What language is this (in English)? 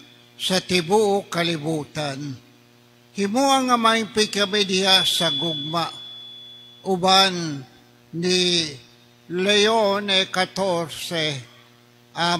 Cebuano